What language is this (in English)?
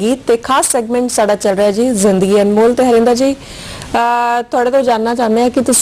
Punjabi